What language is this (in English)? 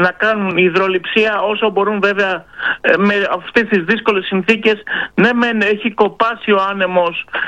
Greek